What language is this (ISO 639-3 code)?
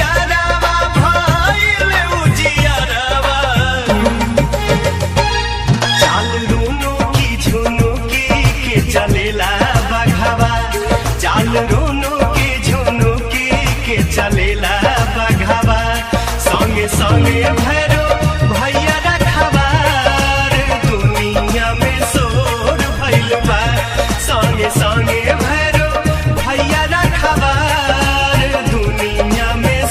bho